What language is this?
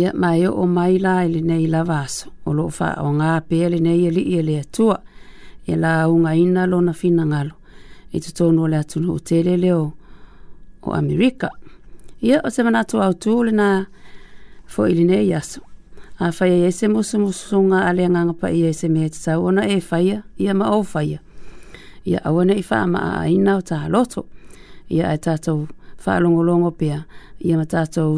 Samoan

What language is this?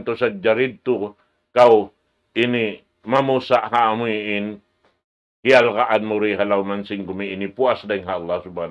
Tausug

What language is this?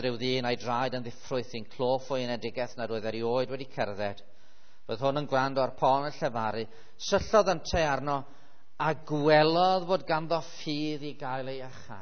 Welsh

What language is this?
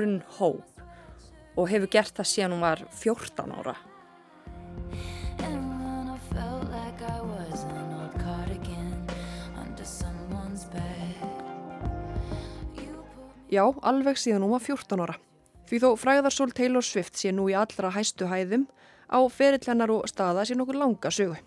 Icelandic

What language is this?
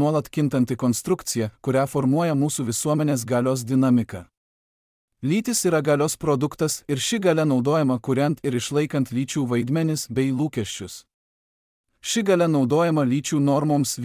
Lithuanian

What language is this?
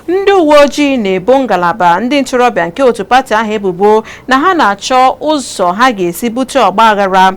Igbo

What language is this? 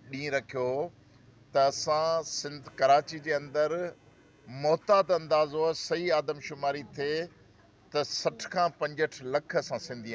Sindhi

